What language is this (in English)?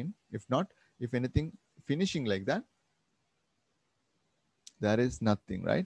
English